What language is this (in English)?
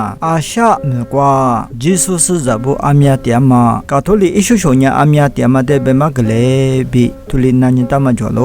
Lisu